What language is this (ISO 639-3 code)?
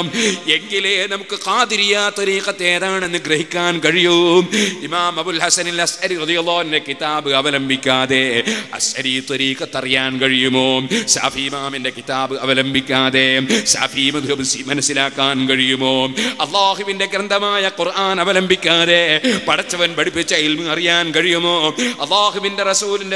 mal